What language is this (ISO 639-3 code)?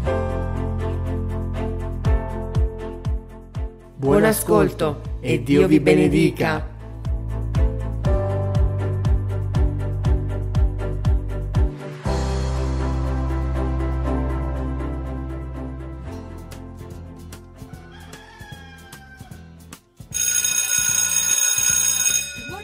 ita